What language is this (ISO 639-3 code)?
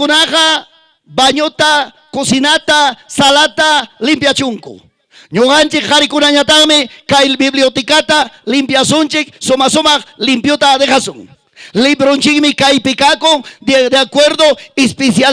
quy